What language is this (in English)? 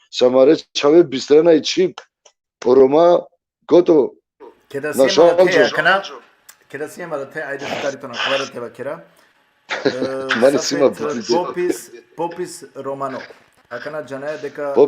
Balkan Romani